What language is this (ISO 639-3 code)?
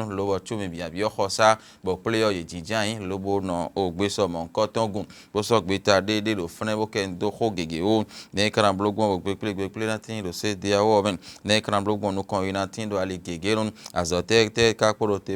fon